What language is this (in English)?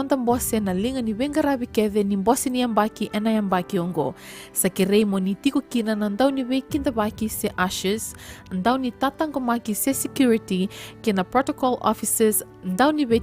Fijian